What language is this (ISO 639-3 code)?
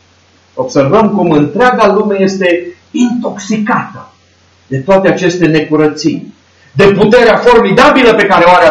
ron